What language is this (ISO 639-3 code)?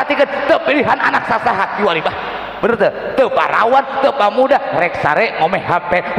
sun